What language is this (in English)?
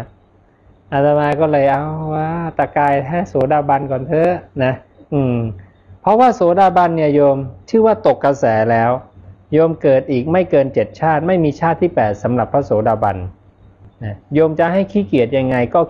Thai